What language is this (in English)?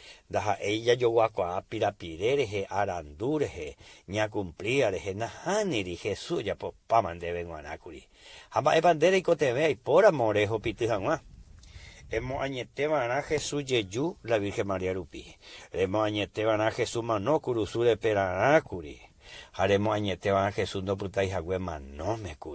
Guarani